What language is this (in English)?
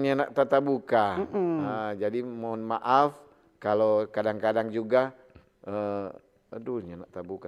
Manado Malay